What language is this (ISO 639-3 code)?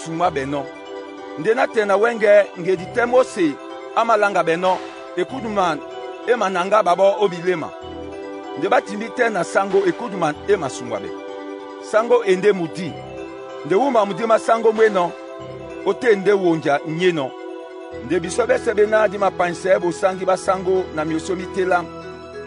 dua